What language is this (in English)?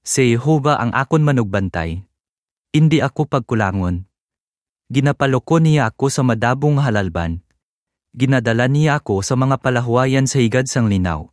Hiligaynon